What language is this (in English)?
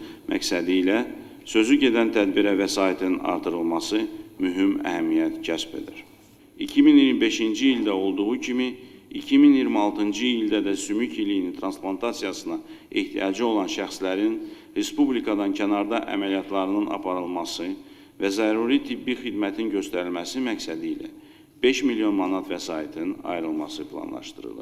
Azerbaijani